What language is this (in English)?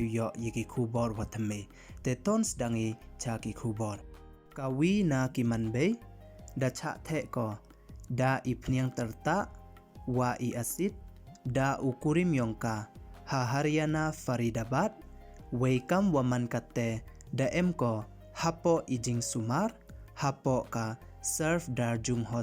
Pnar